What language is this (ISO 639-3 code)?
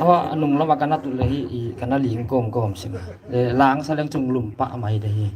pck